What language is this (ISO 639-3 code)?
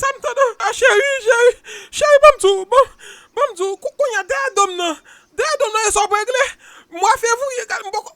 hat